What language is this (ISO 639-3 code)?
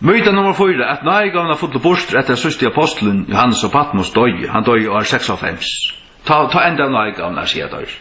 fao